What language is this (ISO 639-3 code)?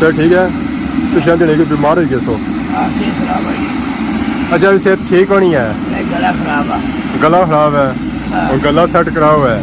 phr